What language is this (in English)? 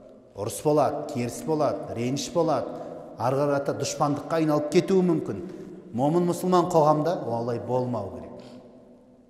Kazakh